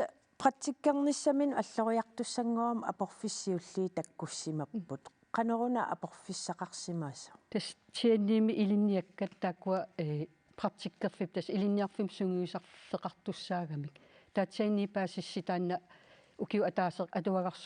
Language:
Kalaallisut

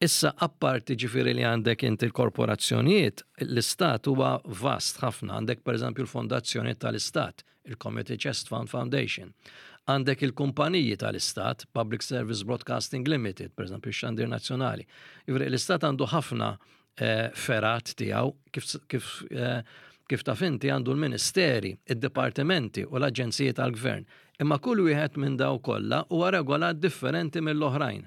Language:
Maltese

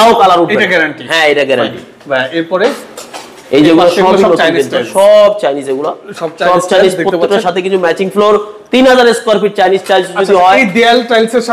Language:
Bangla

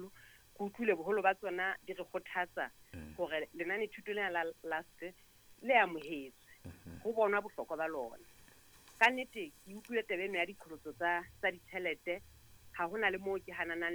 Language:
Southern Sotho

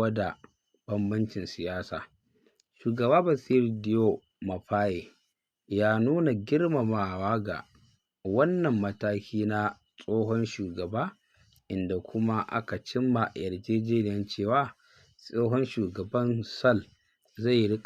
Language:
Hausa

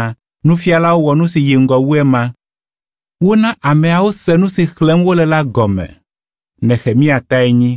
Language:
Ewe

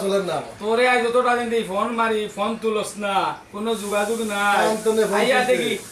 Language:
Sylheti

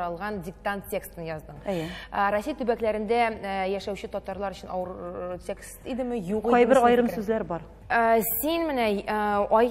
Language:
Tatar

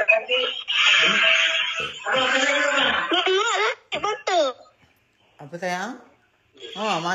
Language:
Malay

